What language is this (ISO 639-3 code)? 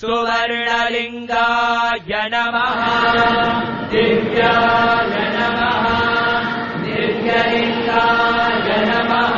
san